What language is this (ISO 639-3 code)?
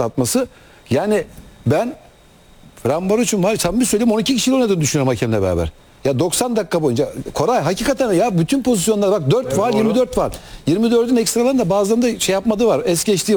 tur